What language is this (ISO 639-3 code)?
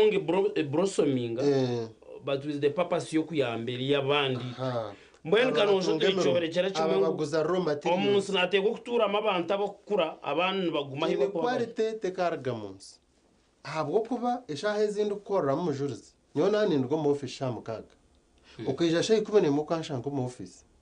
nyn